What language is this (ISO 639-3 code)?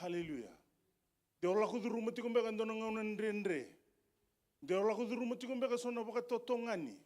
fij